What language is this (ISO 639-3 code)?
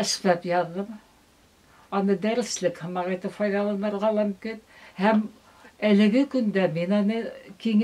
bak